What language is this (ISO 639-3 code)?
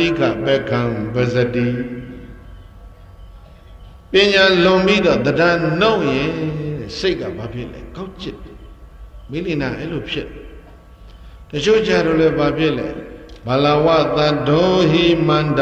mya